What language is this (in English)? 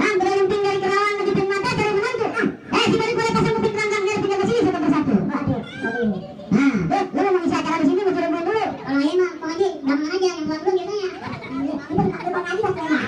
Betawi